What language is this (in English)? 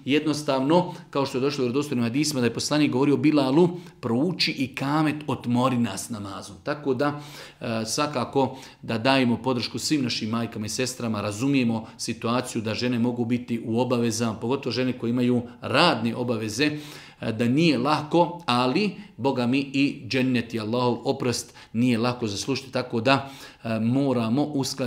Bosnian